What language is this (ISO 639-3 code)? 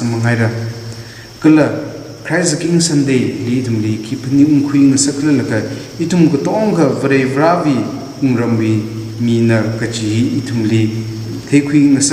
nmf